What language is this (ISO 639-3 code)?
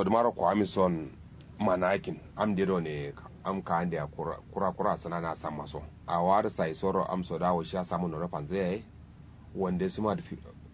kau